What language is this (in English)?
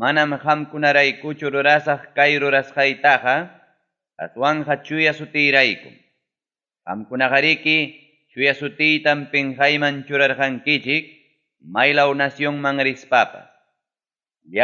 Ayacucho Quechua